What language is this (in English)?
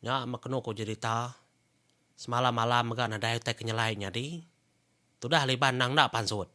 Iban